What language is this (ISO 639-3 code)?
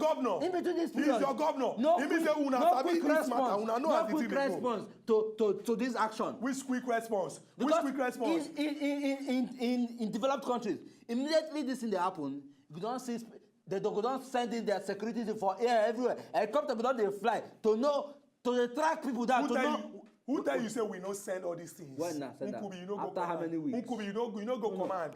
pcm